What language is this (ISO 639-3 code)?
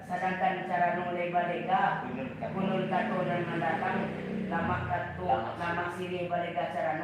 min